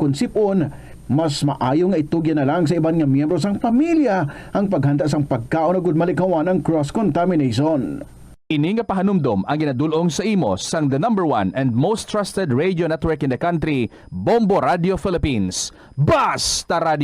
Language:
Hiligaynon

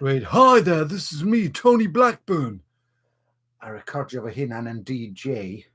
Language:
Welsh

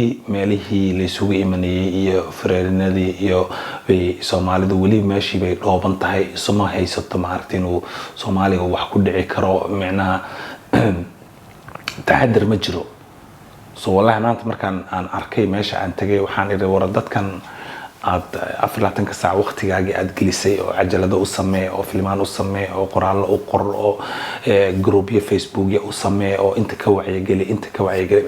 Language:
Somali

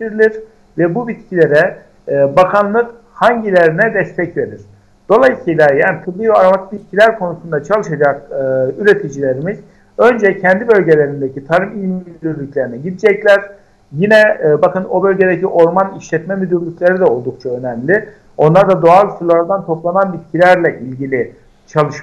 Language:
Turkish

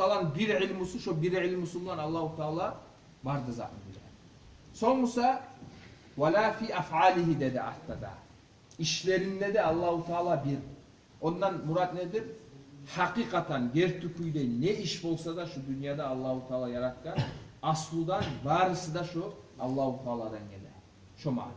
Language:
Kumyk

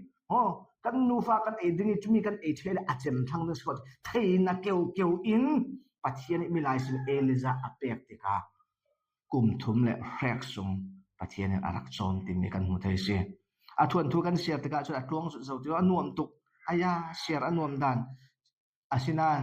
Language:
Falam Chin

